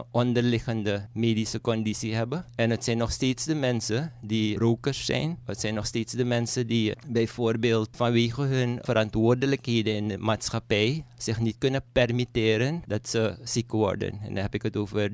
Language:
Dutch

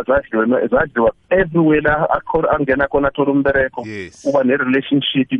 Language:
South Ndebele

